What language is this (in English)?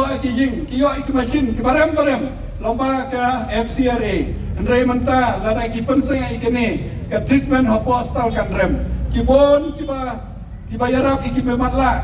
Khasi